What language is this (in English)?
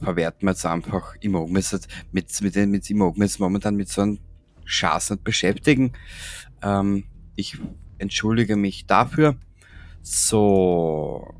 Bavarian